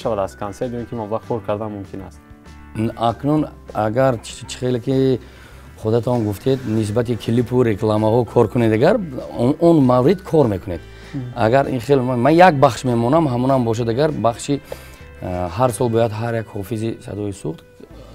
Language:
Tajik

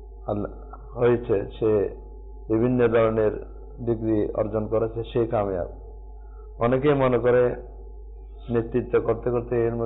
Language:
Bangla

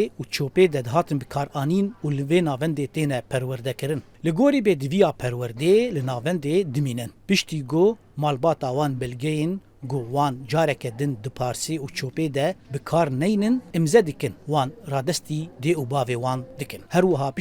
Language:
Kurdish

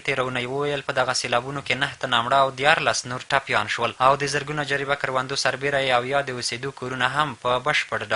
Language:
Pashto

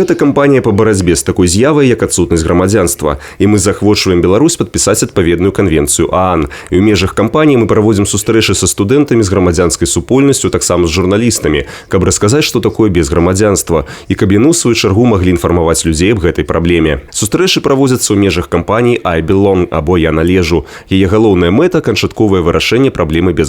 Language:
Belarusian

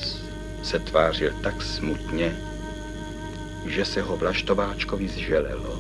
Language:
Czech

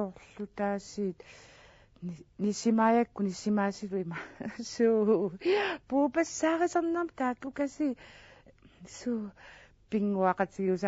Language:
Kalaallisut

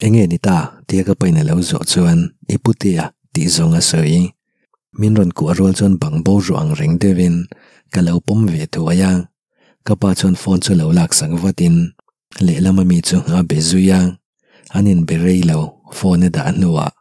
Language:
Mizo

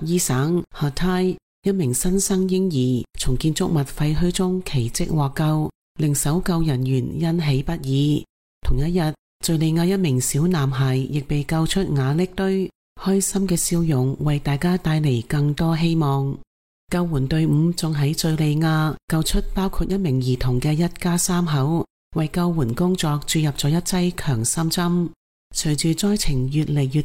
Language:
Cantonese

